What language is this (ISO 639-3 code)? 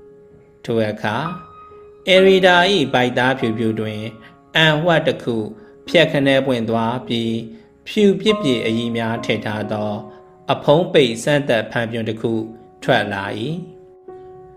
mya